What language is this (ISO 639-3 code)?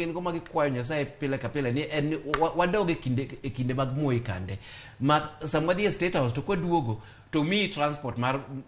luo